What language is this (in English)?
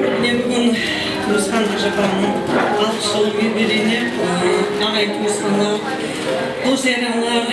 Kara-Kalpak